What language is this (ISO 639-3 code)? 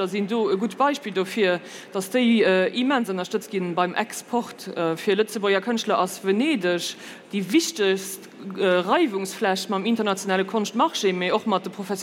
ltz